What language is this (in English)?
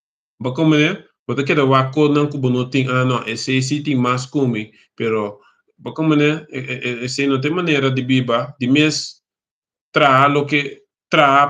Papiamento